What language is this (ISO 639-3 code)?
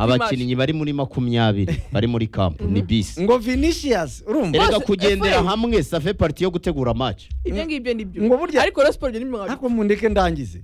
kin